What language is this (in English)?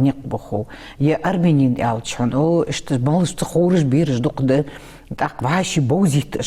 Ingush